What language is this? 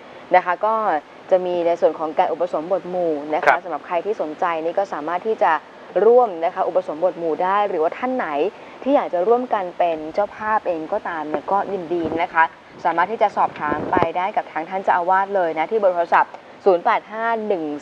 Thai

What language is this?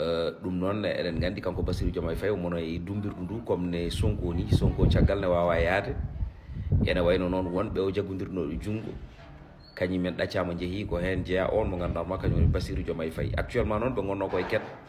Fula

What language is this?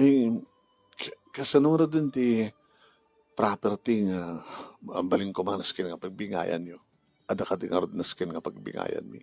Iloko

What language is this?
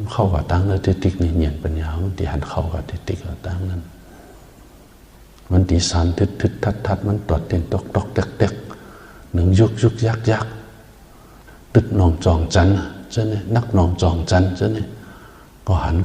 Shan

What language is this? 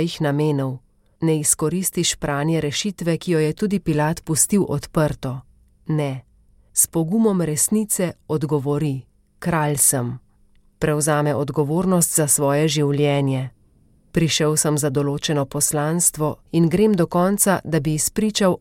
Slovenian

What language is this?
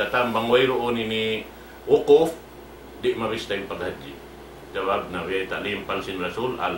Tausug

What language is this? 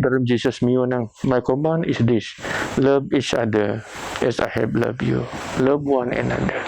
Biatah Bidayuh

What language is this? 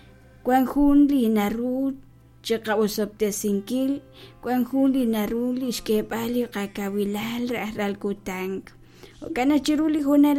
Kekchí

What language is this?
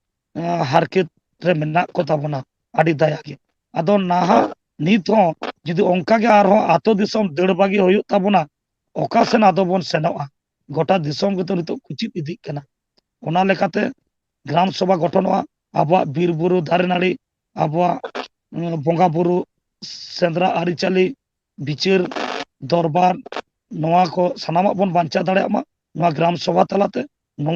Santali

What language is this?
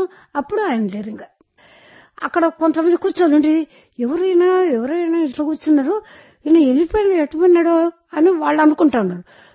Telugu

